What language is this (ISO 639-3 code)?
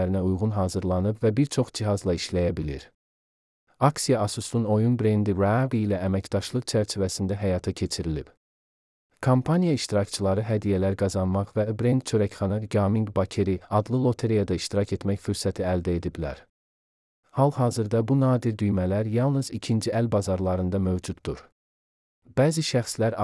aze